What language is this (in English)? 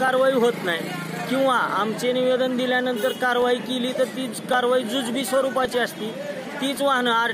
Marathi